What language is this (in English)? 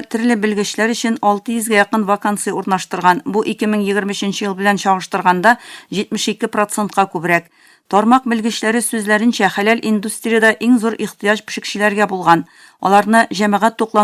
Tatar